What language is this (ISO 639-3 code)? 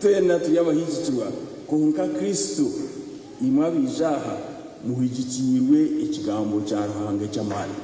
nyn